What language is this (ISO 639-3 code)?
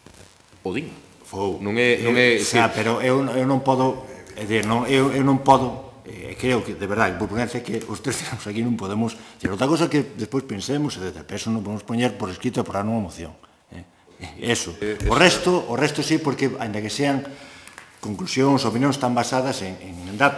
glg